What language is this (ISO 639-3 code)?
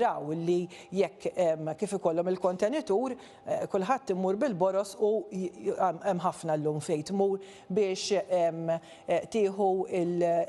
mlt